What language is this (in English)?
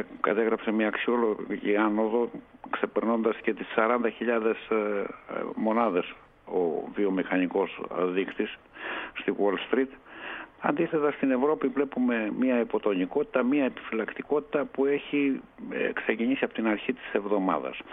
Greek